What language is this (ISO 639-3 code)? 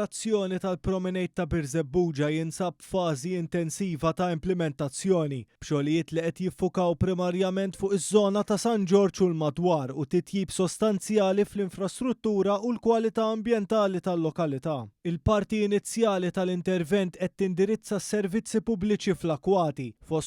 mlt